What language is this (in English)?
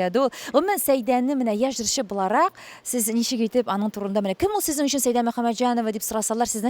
Tatar